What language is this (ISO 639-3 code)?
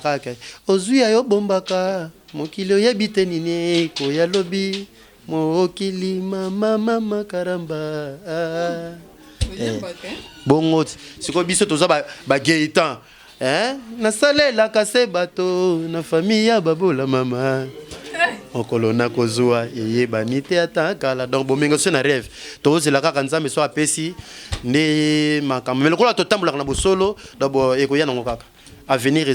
lin